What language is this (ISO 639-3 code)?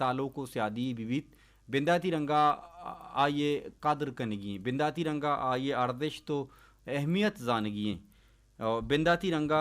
bal